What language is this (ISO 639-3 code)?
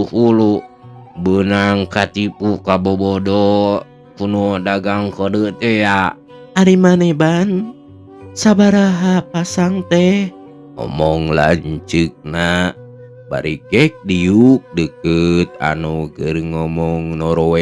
sun